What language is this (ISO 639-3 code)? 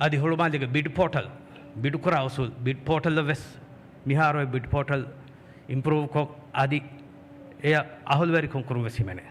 div